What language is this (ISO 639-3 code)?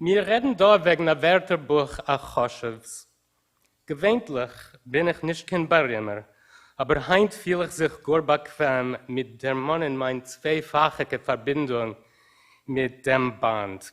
yid